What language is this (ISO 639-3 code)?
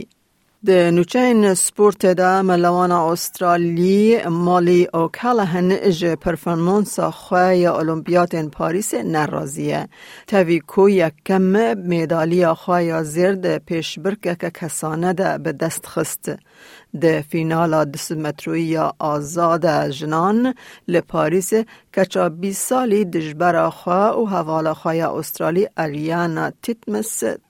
kur